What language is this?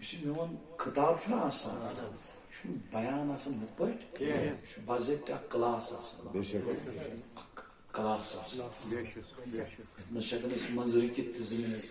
Kashmiri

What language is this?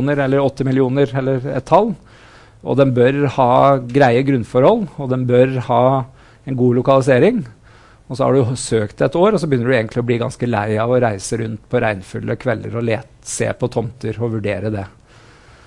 Norwegian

